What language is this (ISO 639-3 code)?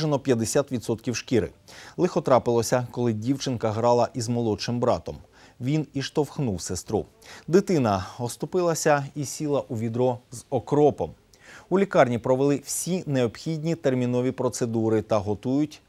ukr